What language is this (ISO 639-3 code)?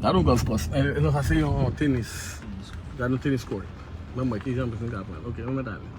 hat